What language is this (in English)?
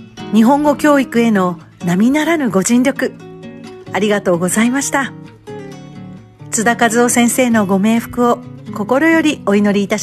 Japanese